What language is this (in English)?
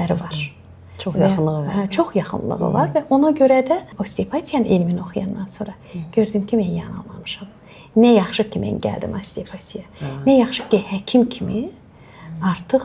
Azerbaijani